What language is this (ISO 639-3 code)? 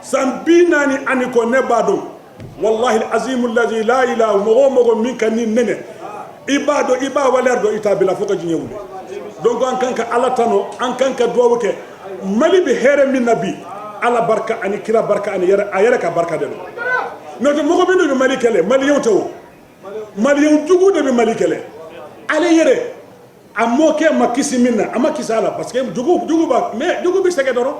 bam